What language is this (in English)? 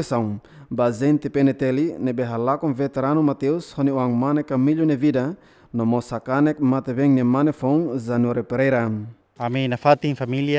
Tetum